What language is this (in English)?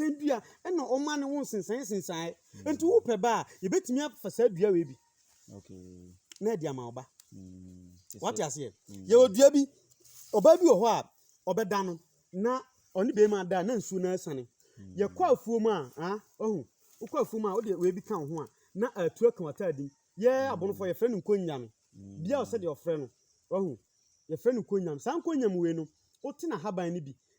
Akan